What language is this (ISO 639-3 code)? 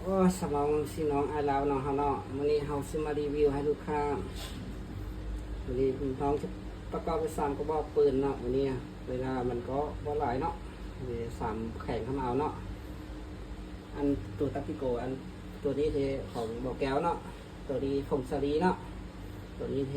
lao